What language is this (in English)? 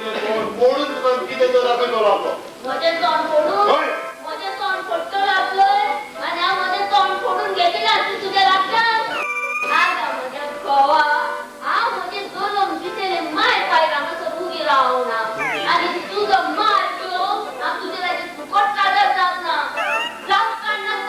Konkani